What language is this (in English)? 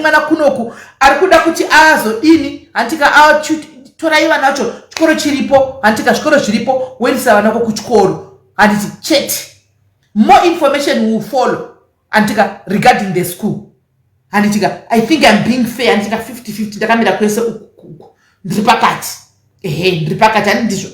Shona